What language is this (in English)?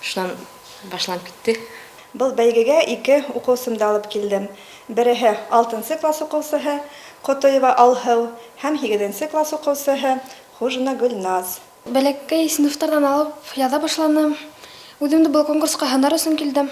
Bashkir